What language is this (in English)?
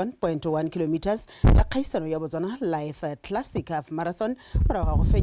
Tswana